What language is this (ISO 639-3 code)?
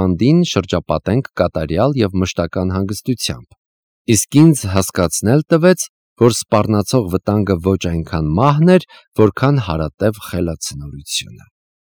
hye